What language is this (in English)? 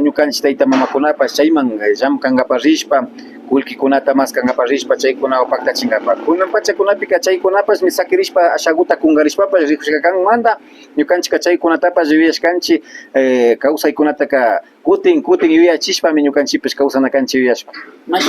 Imbabura Highland Quichua